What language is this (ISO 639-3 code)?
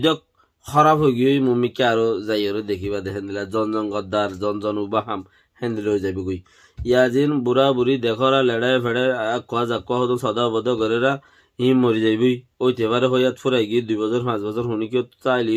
rhg